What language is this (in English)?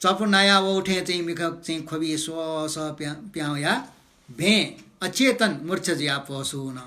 Newari